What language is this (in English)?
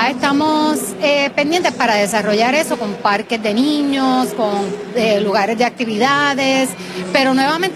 Spanish